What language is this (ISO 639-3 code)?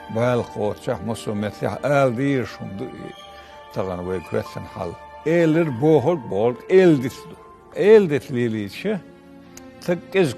che